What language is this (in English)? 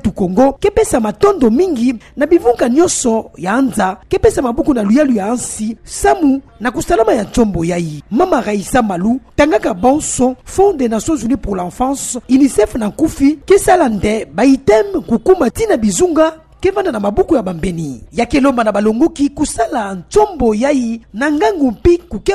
Kituba (Democratic Republic of Congo)